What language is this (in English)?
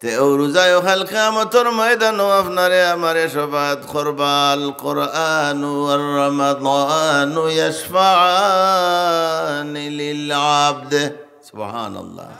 Sylheti